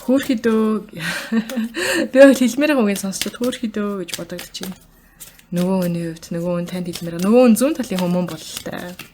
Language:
Mongolian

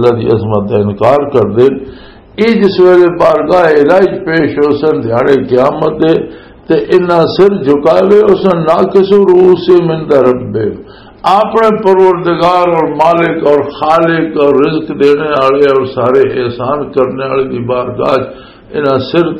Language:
Western Panjabi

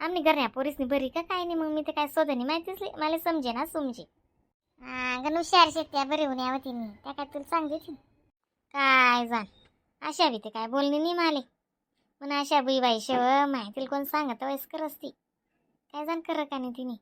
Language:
Khandesi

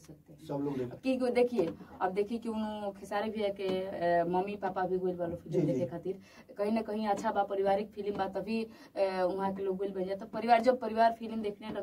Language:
Bhojpuri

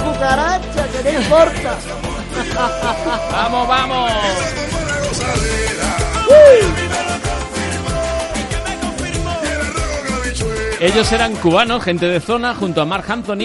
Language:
Spanish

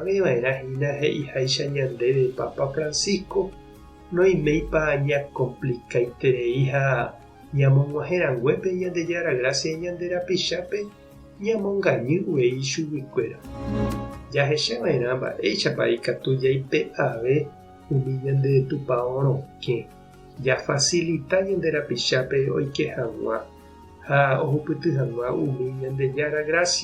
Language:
Guarani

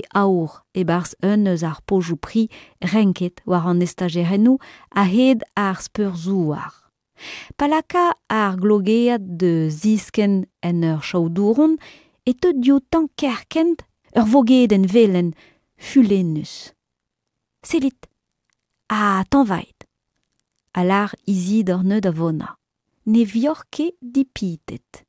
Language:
Breton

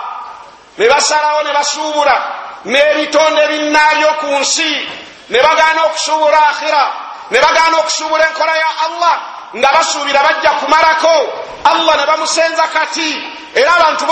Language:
Ganda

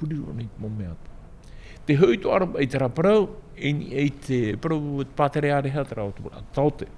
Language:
Tahitian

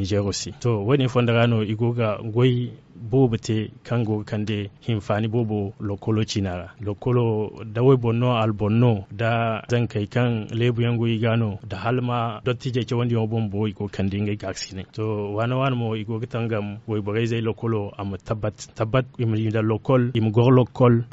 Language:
Zarma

